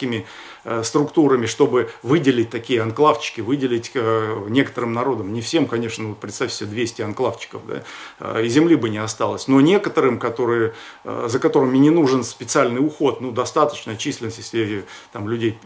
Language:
Russian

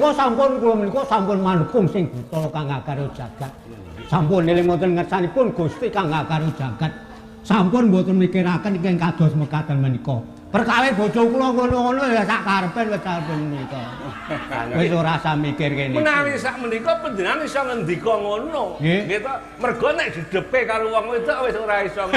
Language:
Javanese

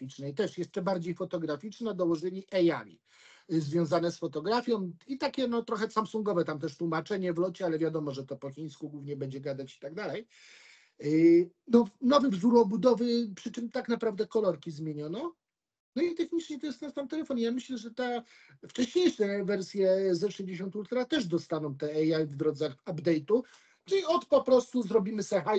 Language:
Polish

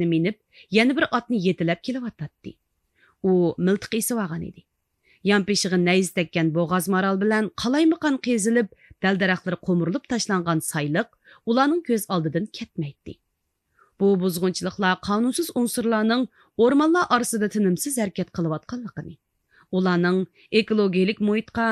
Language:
Uyghur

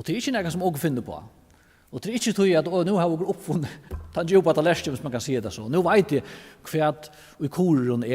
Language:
Faroese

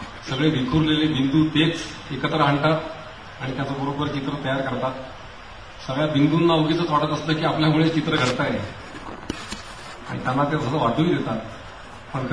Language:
Marathi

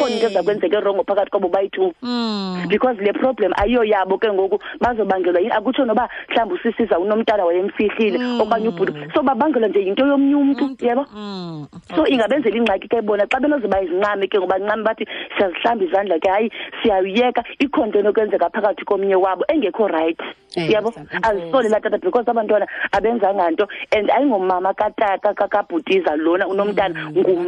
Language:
Xhosa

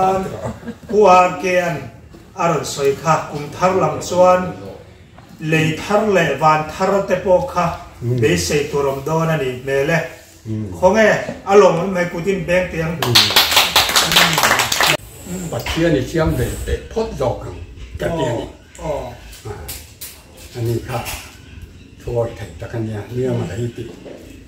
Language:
Mizo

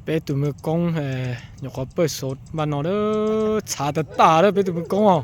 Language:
Hmong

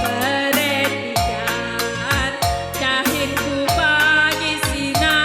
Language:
Batak Karo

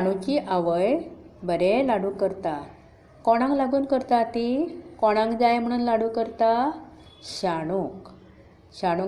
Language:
Konkani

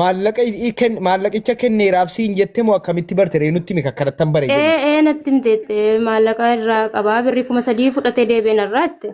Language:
Oromo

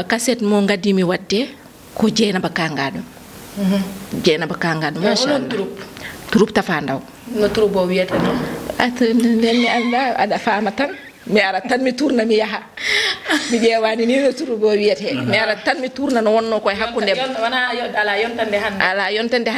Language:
Fula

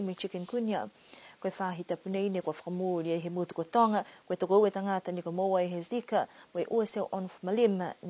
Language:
Niuean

